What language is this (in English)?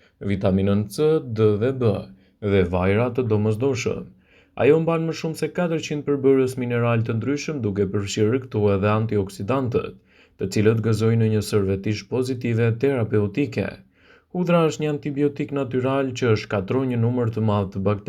Albanian